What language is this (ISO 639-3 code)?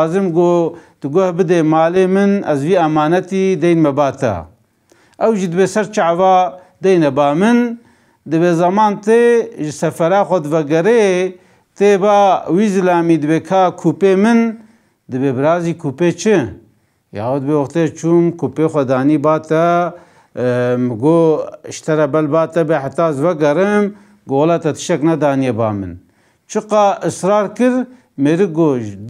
kur